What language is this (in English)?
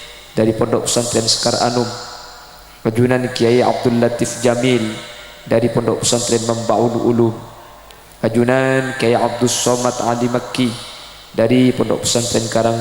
Madurese